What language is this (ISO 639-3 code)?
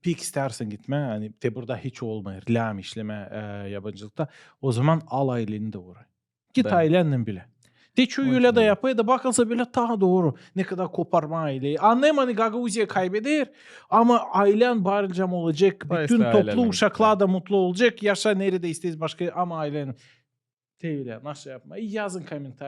gag